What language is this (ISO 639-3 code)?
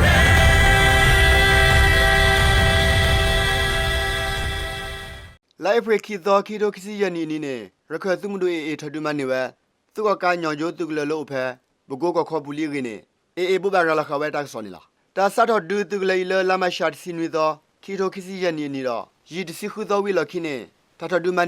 ksw